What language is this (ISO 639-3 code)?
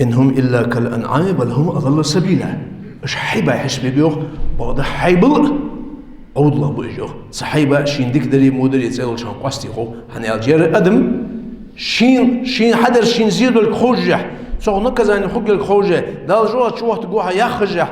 inh